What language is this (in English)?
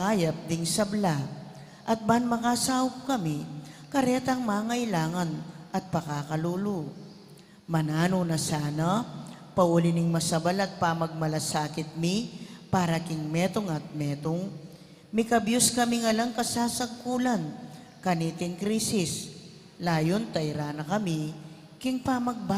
Pampanga